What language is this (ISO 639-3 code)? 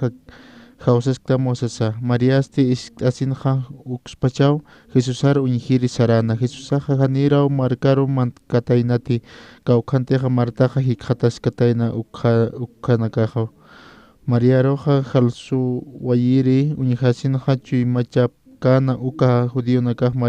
aym